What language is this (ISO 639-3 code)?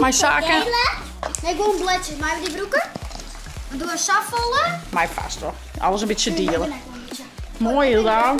fry